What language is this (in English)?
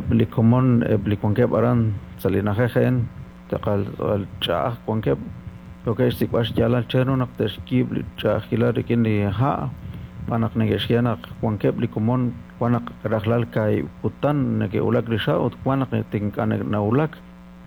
Kekchí